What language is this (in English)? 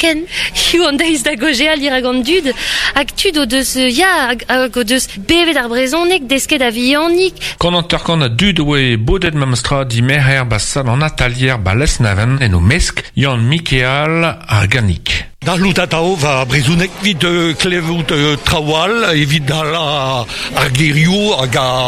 Breton